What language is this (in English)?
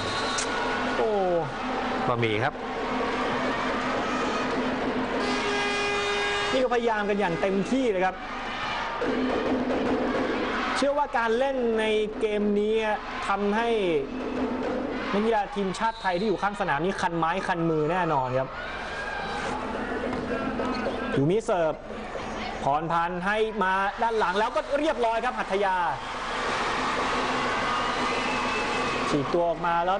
Thai